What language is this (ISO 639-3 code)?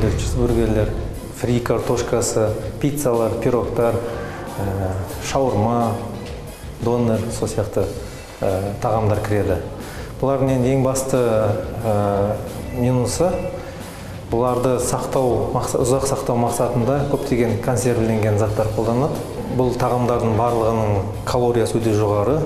kaz